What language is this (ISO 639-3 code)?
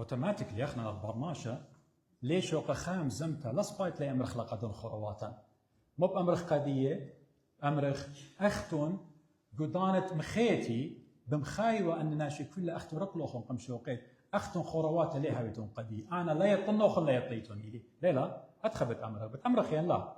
aii